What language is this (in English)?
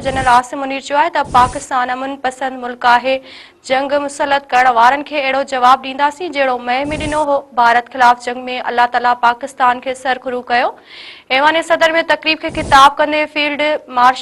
Sindhi